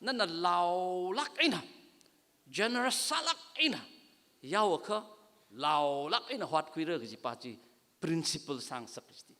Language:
Tangkhul Naga (India)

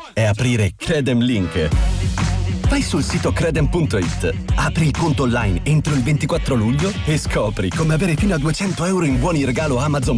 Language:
Italian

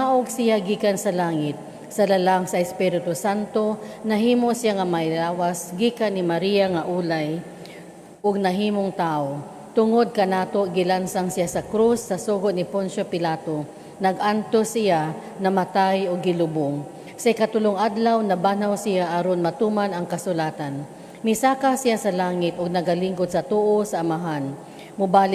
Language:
Cebuano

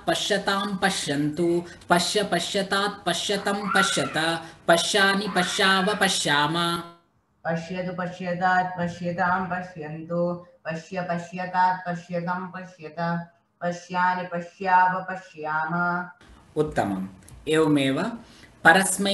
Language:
Sanskrit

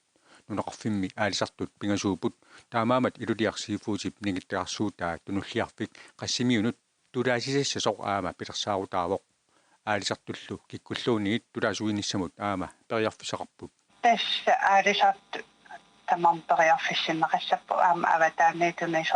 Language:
Kalaallisut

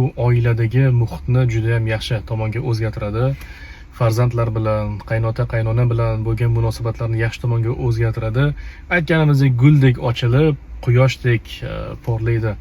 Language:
Uzbek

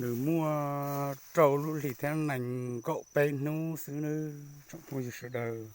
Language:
Hmong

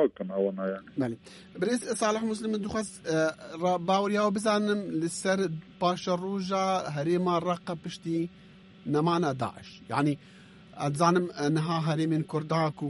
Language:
Kurdish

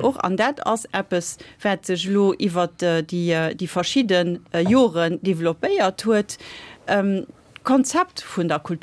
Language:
Luxembourgish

